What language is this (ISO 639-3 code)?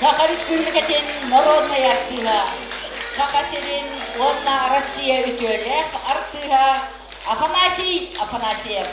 sah